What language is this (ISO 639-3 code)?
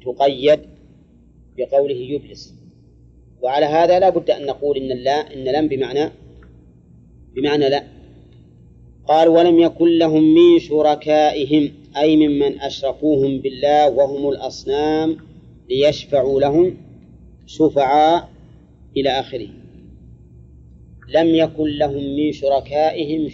ara